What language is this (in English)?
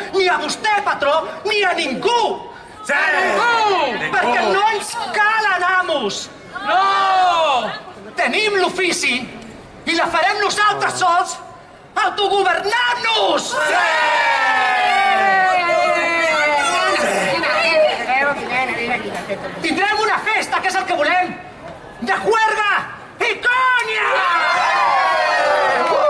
Catalan